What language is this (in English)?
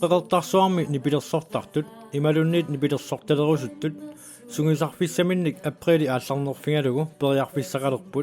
Kalaallisut